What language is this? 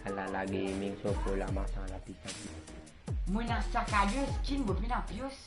Morisyen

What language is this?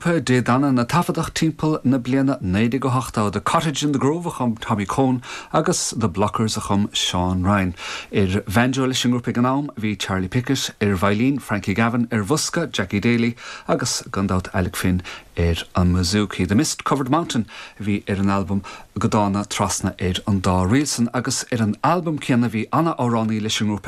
Irish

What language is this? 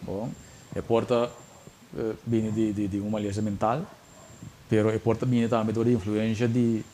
Papiamento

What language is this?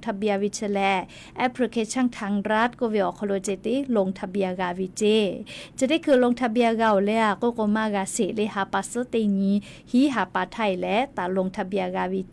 Lahu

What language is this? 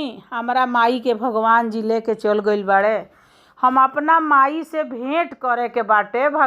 Bhojpuri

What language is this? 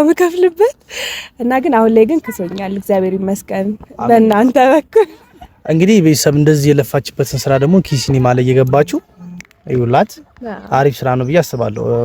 Amharic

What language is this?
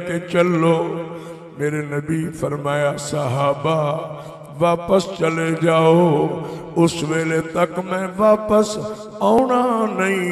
Saraiki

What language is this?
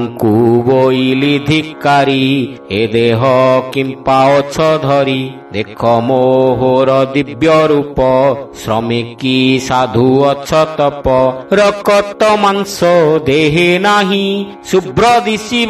Odia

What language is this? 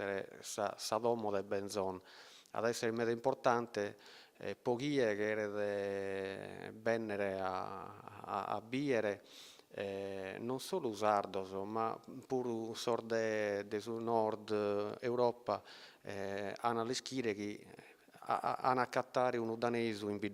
Sardinian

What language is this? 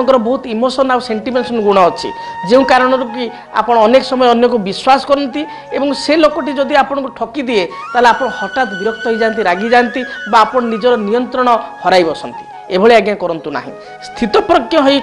Odia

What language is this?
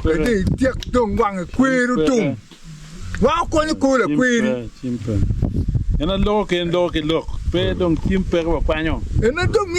Acoli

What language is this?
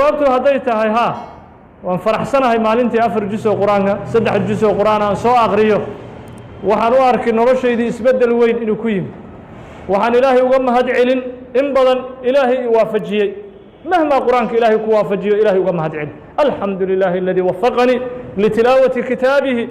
Somali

